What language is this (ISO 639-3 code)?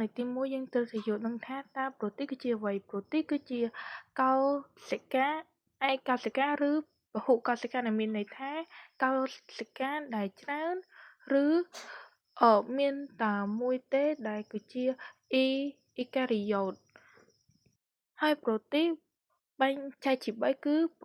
khm